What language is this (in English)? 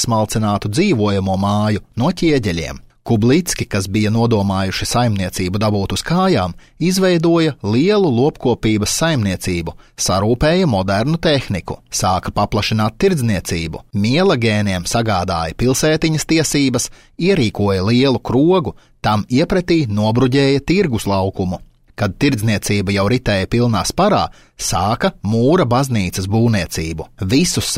Latvian